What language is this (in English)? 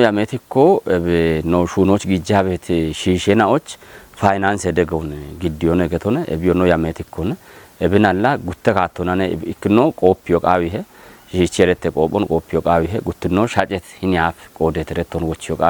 Kafa